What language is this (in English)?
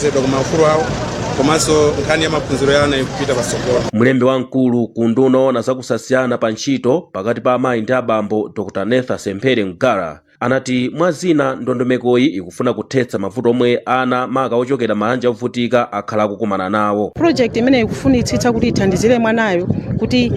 Nyanja